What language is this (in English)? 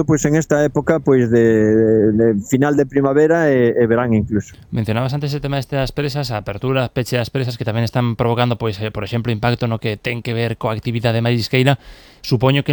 Galician